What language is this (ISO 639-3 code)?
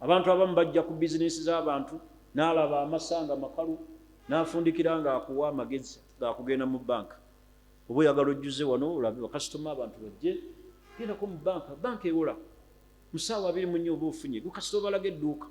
lug